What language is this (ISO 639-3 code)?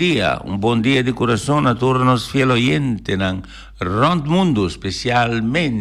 pap